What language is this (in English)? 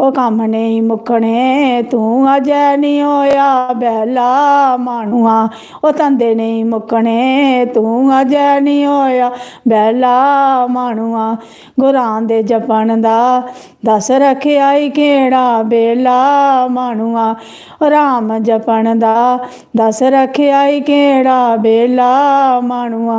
Dogri